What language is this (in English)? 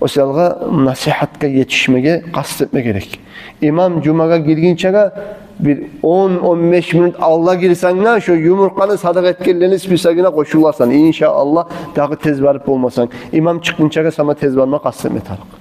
Kumyk